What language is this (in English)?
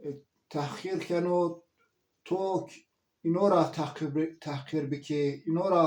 Zaza